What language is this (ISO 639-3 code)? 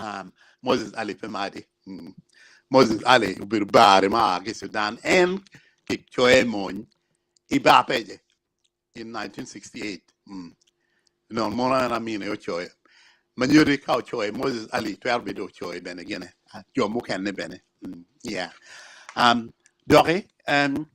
ach